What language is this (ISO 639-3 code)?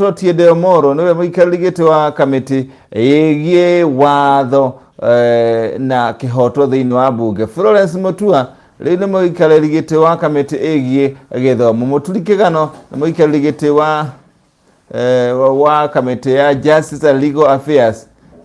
kik